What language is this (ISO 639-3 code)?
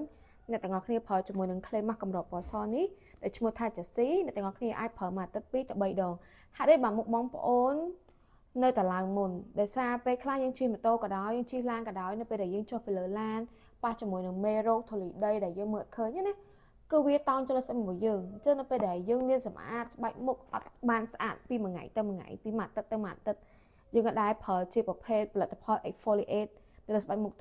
khm